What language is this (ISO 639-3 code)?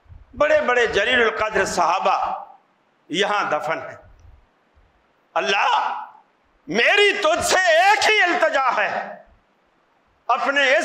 urd